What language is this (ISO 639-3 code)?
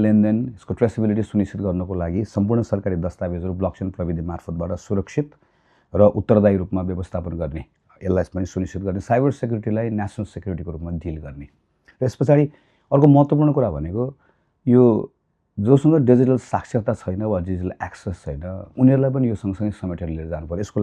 nep